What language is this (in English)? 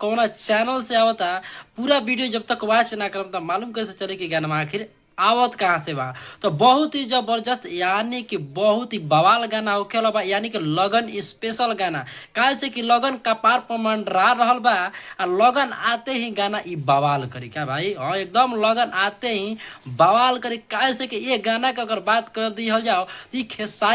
Bhojpuri